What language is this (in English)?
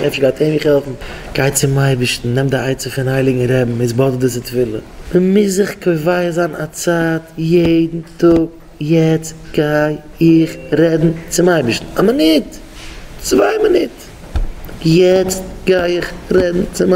Yiddish